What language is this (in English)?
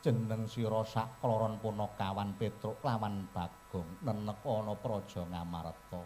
Javanese